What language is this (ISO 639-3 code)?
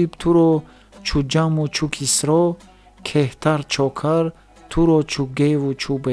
tgk